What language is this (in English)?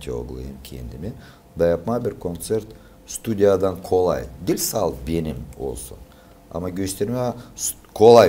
Gagauz